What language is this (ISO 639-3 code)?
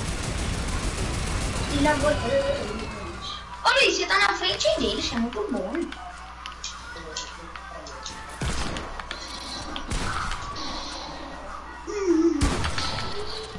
por